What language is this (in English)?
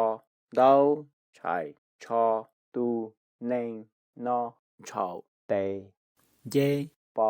Hmong